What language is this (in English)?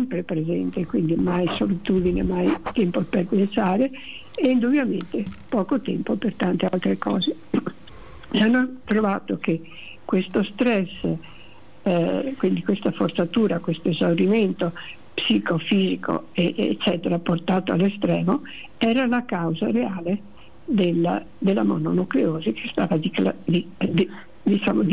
Italian